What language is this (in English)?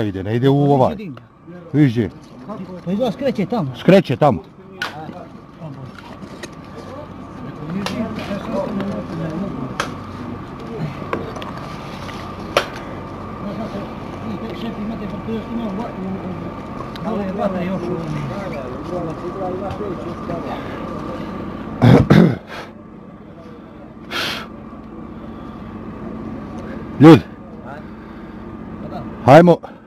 Croatian